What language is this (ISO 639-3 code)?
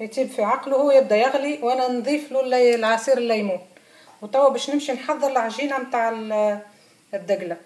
aeb